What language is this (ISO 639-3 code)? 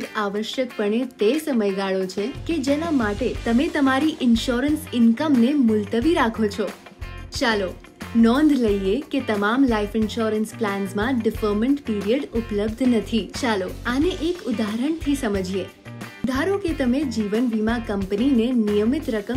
guj